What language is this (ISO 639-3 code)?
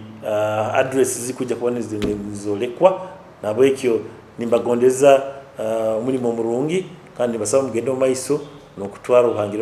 nyo